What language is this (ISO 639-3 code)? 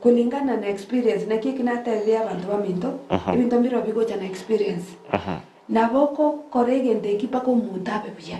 guz